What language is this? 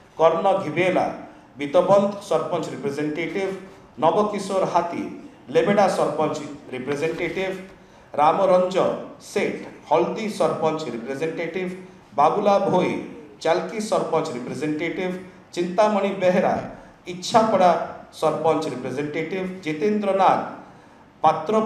Odia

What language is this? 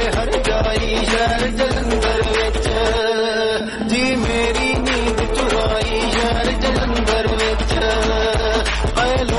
Punjabi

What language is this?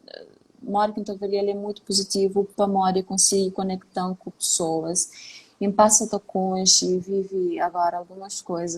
Kabuverdianu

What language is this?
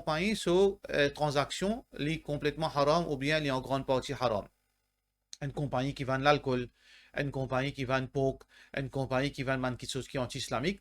Morisyen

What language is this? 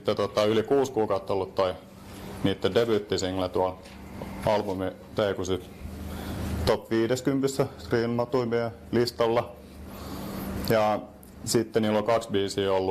Finnish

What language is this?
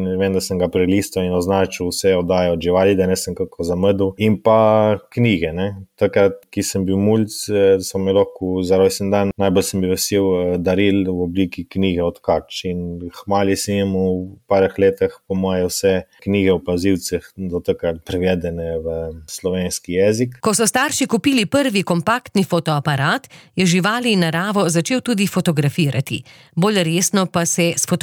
Slovenian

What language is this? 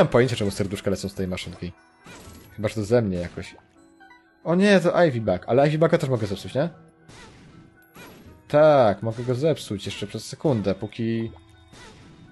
Polish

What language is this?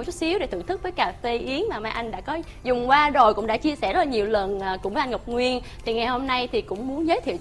Vietnamese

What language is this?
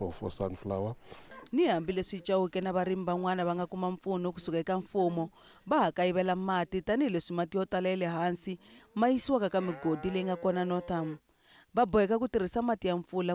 Tsonga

